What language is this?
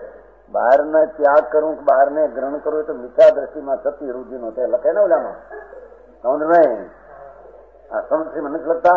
Gujarati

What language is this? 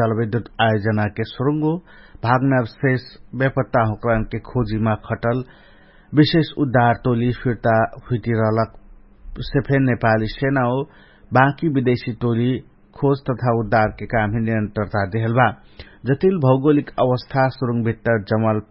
Dangaura Tharu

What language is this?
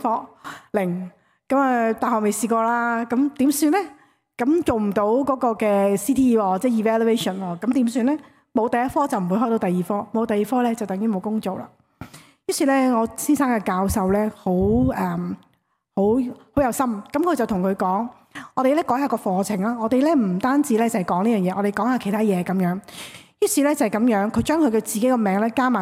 Cantonese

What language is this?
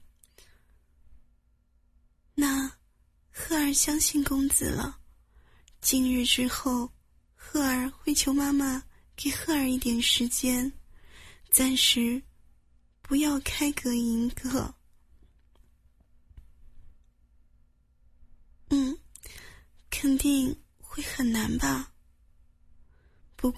Chinese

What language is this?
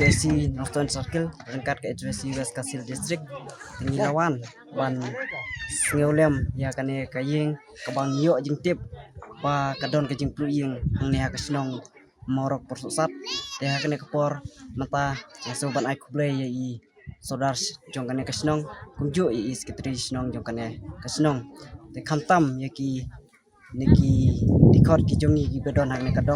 Khasi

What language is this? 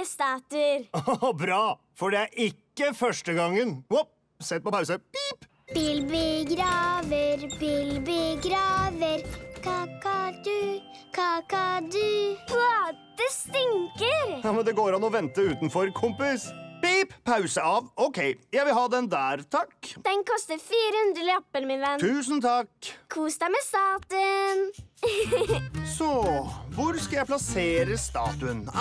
Norwegian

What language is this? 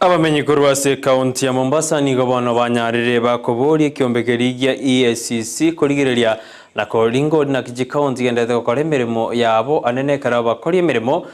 Gusii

